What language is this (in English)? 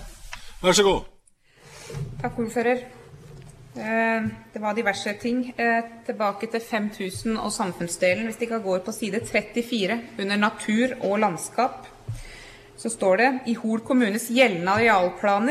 Norwegian